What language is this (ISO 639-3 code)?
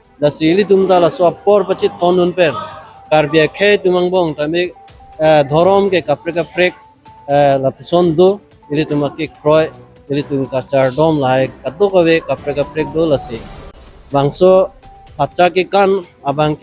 mjw